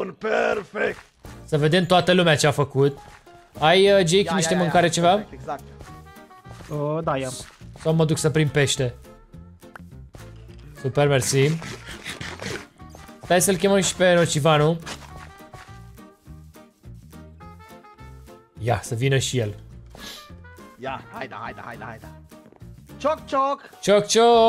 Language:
Romanian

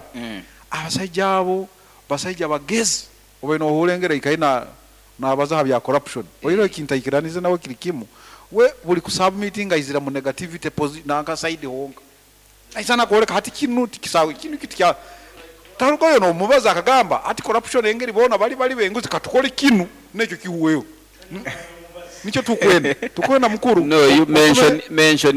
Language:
Nyoro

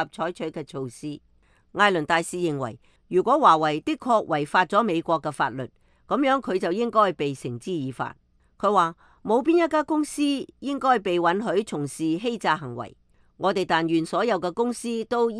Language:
Cantonese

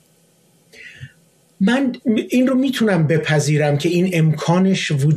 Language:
Persian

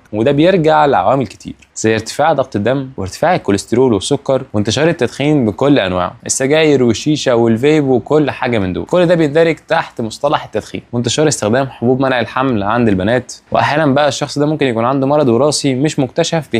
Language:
Egyptian Arabic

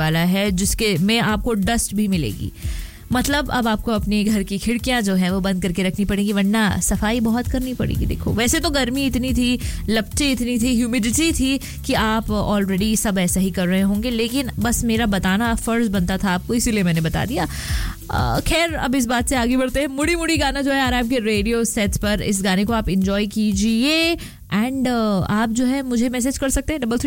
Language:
Hindi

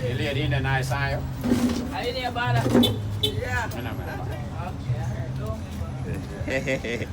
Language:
Jamaican Creole English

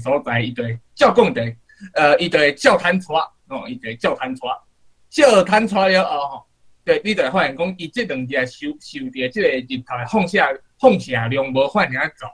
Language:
Min Nan Chinese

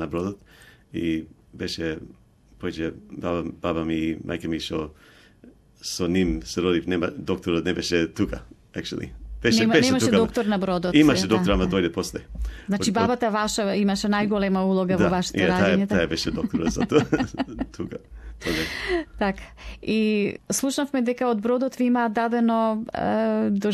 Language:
Macedonian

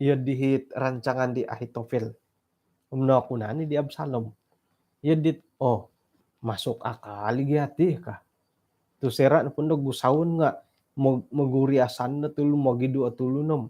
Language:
Central Dusun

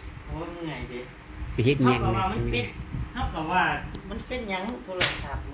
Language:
Northeastern Thai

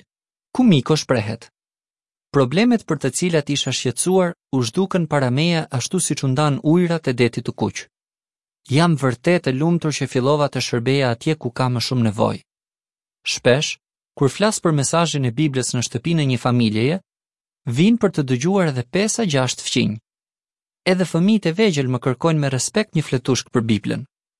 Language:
Albanian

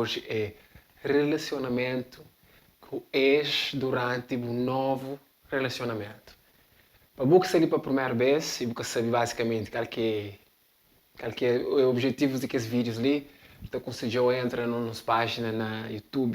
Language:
Kabuverdianu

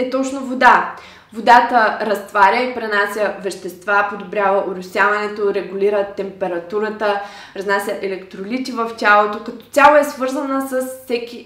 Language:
Bulgarian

